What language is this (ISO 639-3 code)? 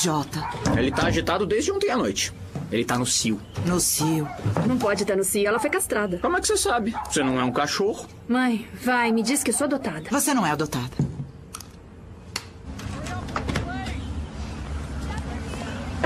por